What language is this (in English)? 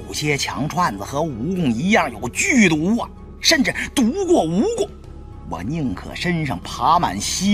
Chinese